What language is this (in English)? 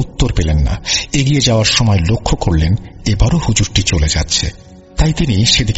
Bangla